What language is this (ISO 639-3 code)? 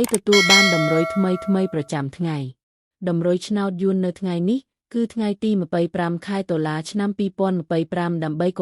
khm